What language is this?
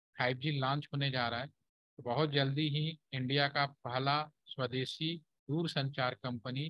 Hindi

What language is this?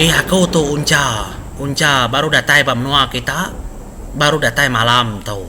Iban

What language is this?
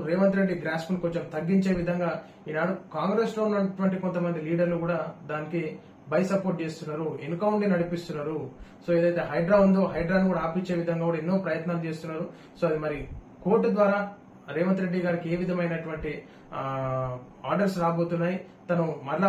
Telugu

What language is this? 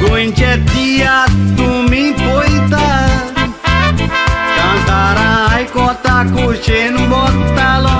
Konkani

